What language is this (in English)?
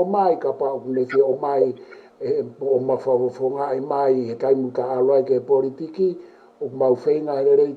Tongan